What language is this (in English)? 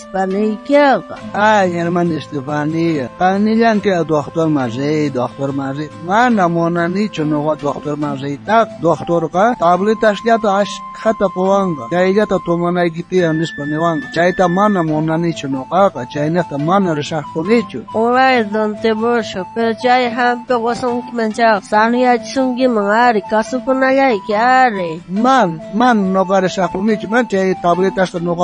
South Bolivian Quechua